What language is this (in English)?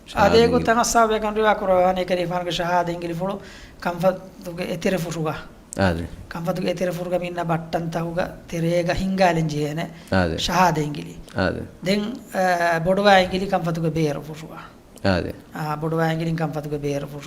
Divehi